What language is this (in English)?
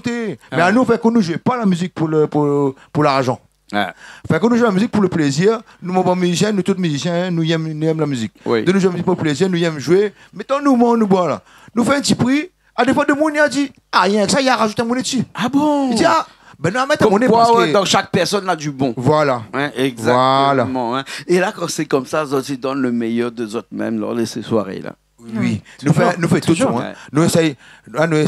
Réunion Creole French